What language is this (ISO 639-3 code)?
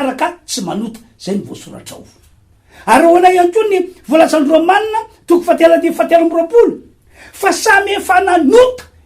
mlg